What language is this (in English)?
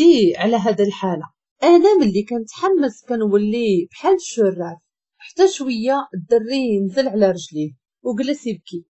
Moroccan Arabic